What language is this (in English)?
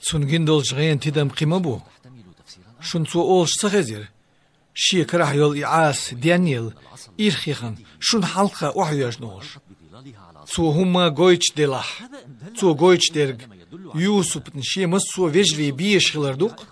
Chechen